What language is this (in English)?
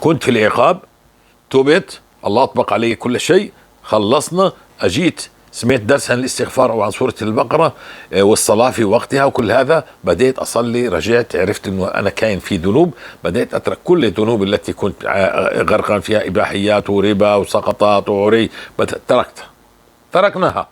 North Levantine Arabic